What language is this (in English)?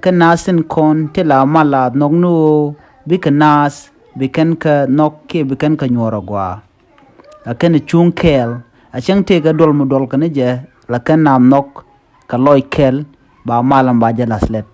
Nuer